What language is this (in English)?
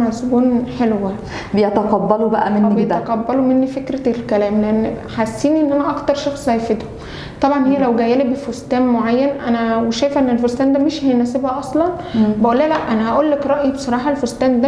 Egyptian Arabic